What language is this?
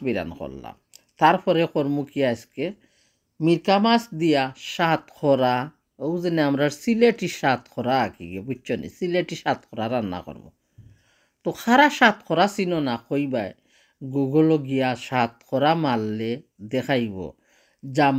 Sylheti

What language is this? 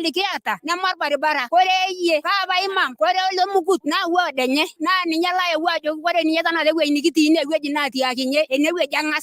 Masai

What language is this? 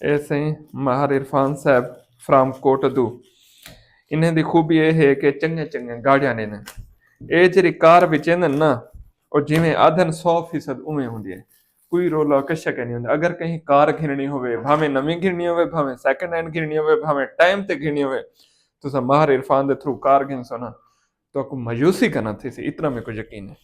Saraiki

